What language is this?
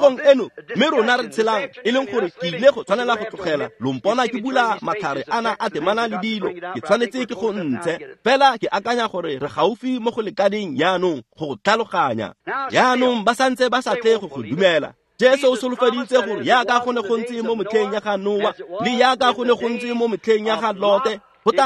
Tswana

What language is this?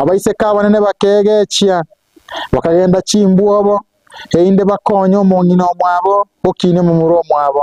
Gusii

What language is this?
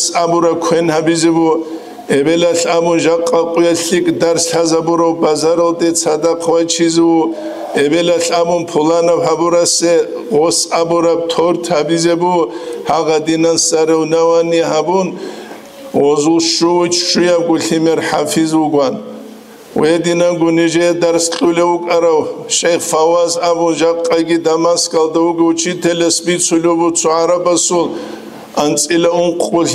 Avaric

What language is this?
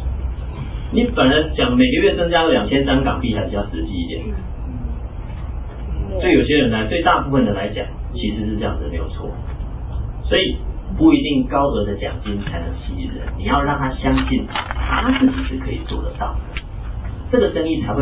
Chinese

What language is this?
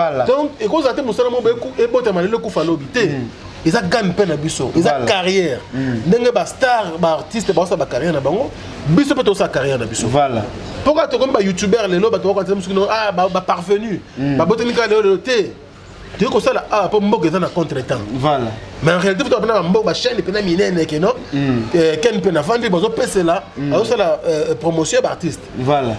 Lingala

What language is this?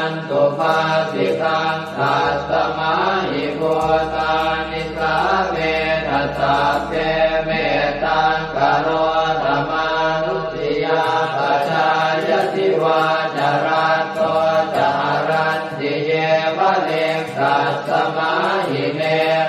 Pali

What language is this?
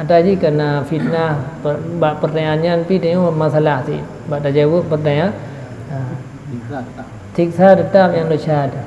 Achinese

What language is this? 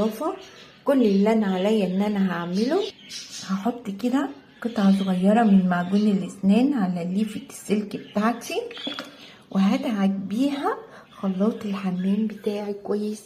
Egyptian Arabic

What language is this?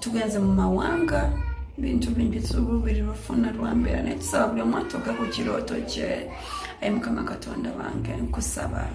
Ganda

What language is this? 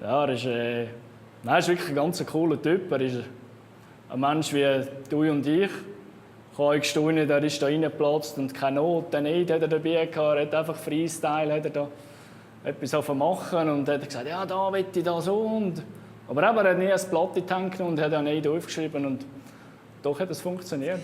Swiss German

